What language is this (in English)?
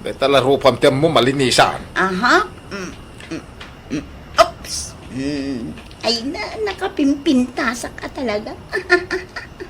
Iloko